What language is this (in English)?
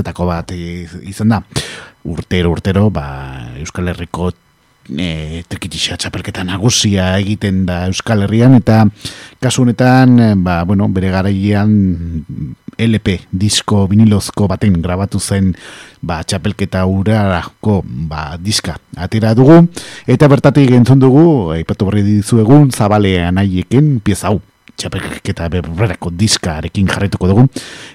Basque